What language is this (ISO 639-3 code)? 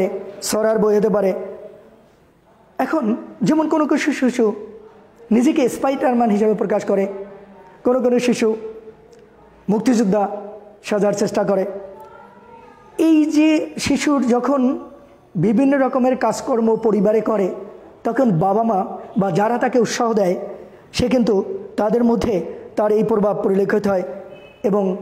ben